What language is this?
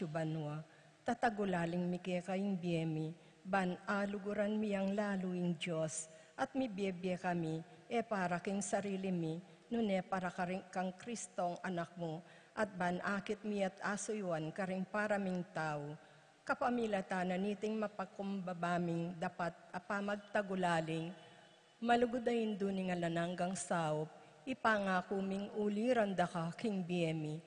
Pampanga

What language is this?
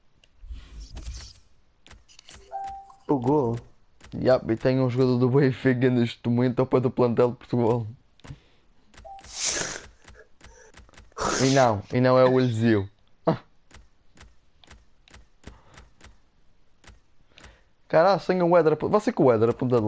Portuguese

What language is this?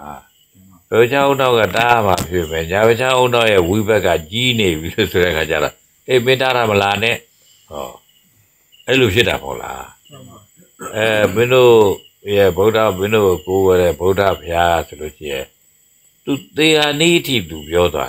Burmese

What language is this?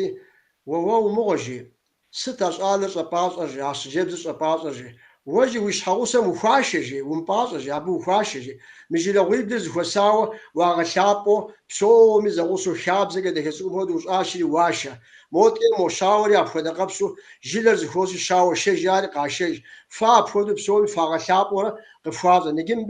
Kabardian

